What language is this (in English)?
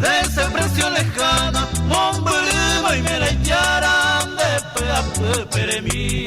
Guarani